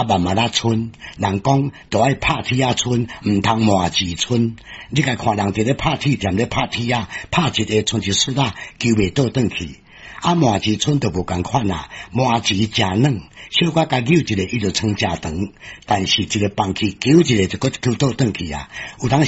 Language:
Min Nan Chinese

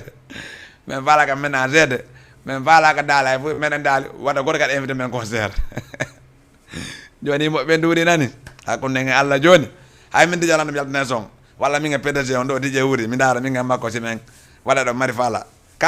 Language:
Fula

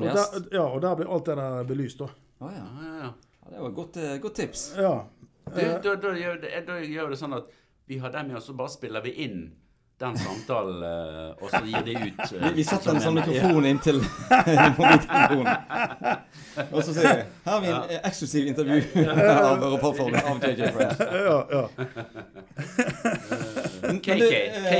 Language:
Norwegian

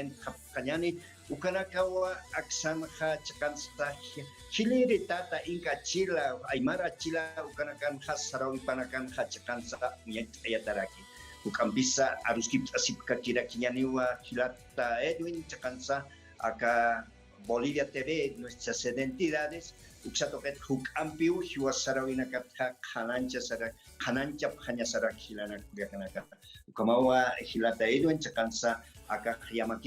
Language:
Aymara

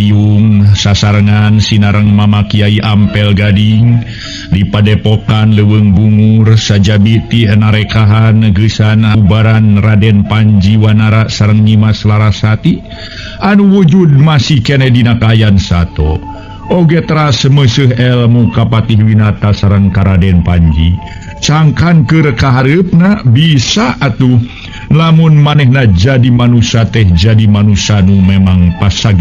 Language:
Sundanese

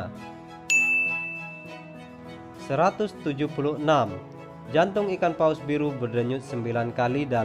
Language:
Indonesian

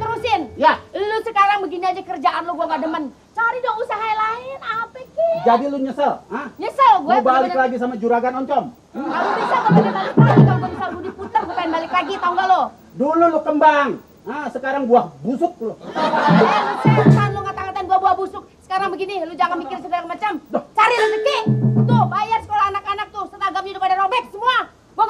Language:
Betawi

